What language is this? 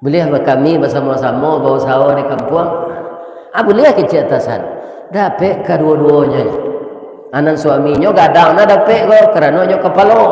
Minangkabau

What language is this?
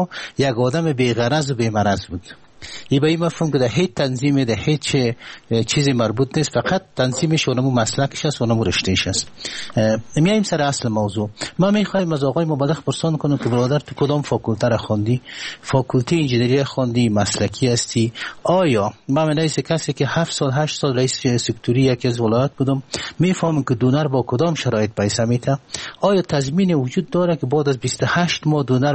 Persian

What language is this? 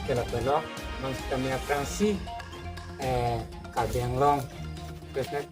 Karbi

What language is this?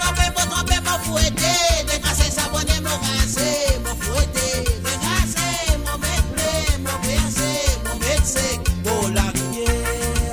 Morisyen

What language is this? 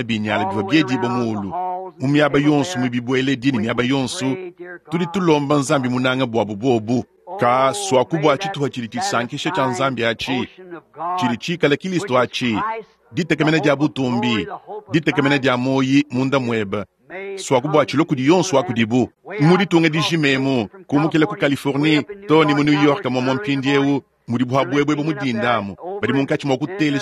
Luba-Lulua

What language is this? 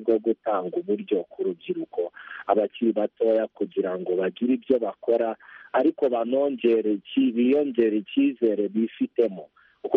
Kinyarwanda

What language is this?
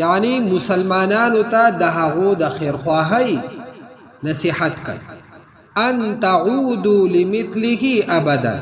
Pashto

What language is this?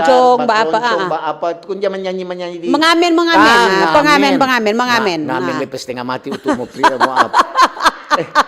Manado Malay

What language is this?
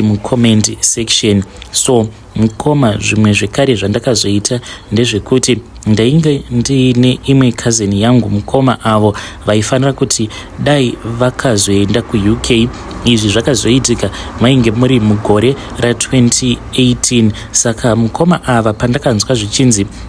Shona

